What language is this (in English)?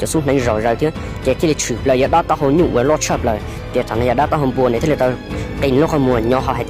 Hmong